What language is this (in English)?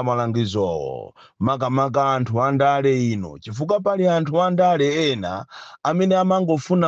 Nyanja